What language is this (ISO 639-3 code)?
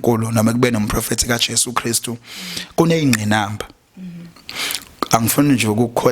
zul